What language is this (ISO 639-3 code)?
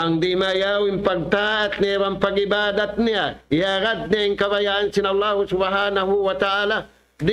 tsg